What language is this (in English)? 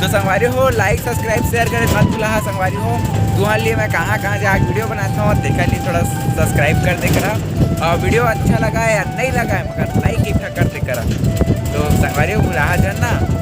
Chhattisgarhi